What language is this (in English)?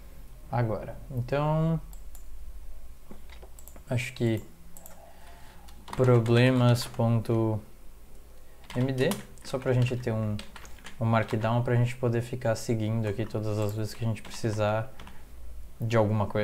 Portuguese